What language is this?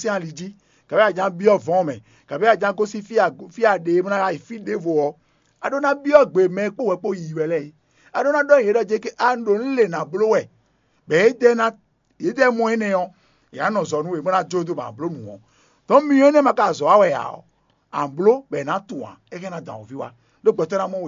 Fon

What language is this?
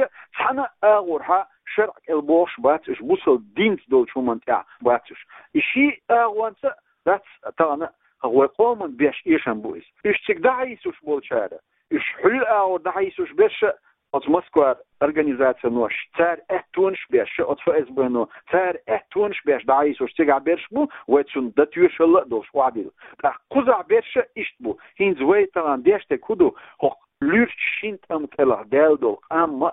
Chechen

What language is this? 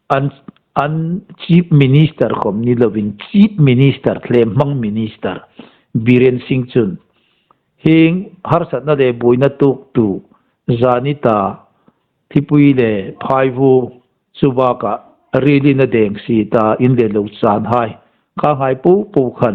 Hmar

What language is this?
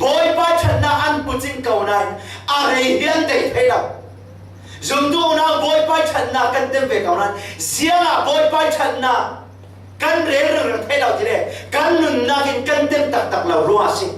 Falam Chin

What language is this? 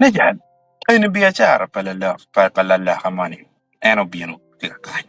Acoli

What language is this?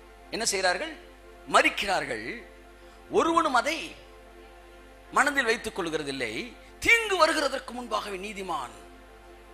Tamil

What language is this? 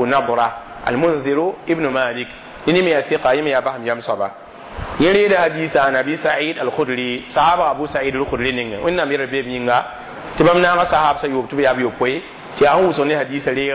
Mossi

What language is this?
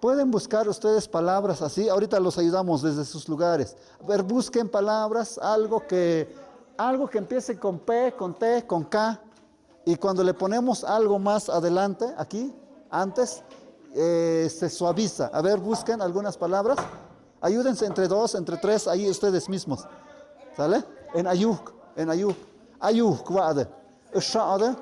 Tlahuitoltepec Mixe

